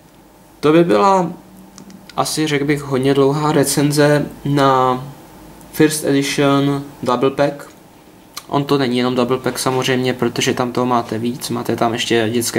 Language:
Czech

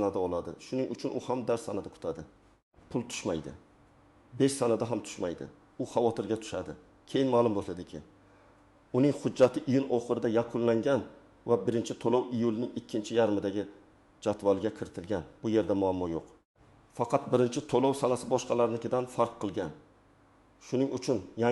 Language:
Uzbek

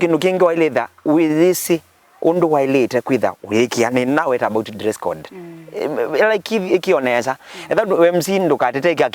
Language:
Kamba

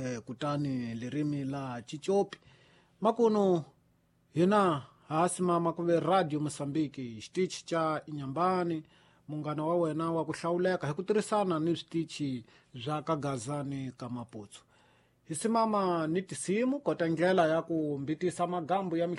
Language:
Tsonga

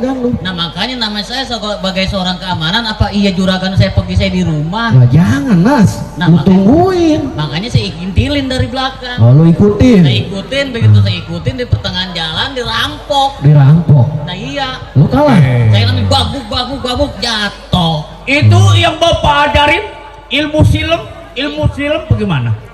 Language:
Betawi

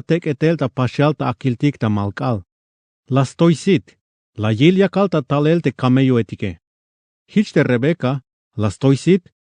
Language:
Tzeltal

